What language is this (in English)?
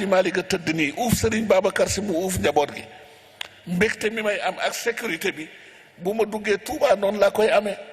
Wolof